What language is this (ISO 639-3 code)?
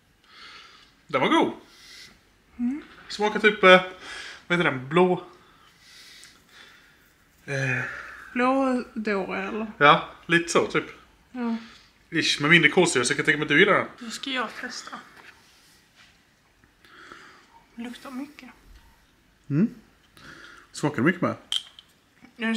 swe